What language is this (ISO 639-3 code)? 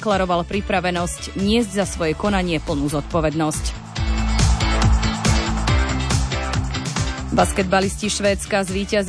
slk